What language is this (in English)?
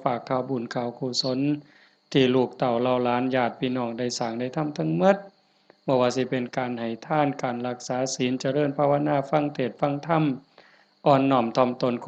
Northeastern Thai